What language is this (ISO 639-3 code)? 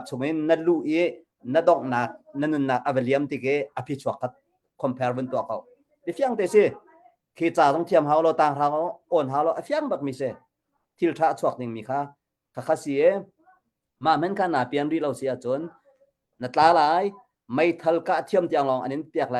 cnh